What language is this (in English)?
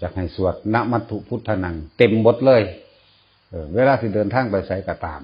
Northeastern Thai